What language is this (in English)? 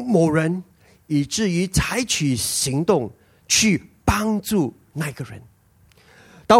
Chinese